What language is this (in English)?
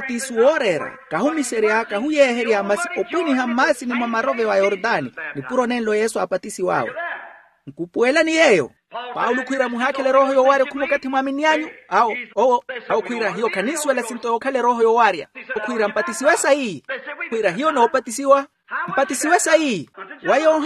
Makhuwa